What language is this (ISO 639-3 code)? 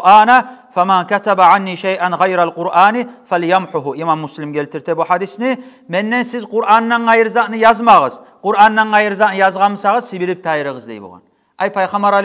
kum